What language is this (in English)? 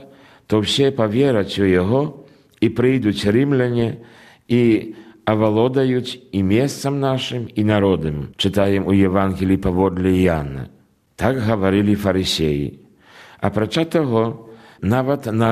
Belarusian